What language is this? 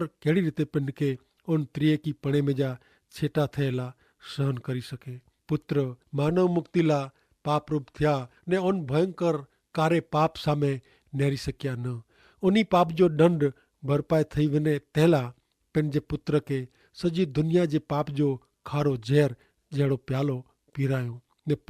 Kachhi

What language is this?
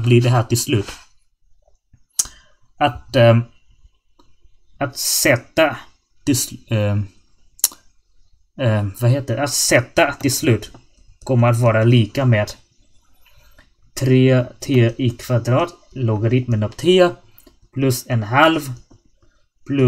Swedish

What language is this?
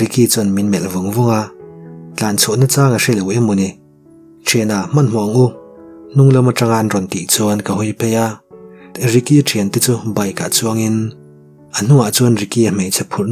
Mizo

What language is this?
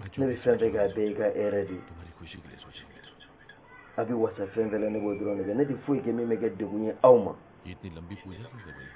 Bambara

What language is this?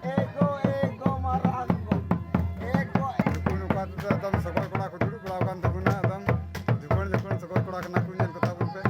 Santali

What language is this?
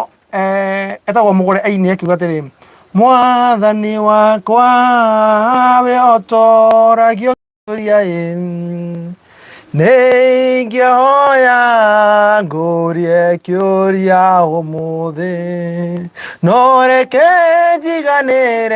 Kikuyu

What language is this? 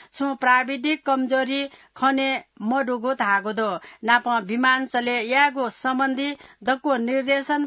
Newari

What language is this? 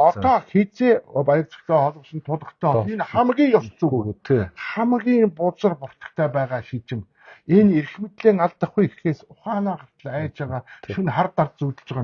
Mongolian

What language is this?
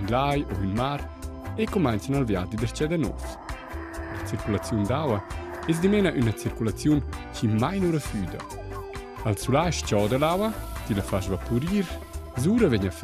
Romansh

